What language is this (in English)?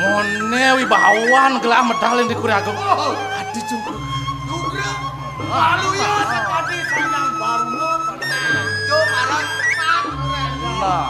Balinese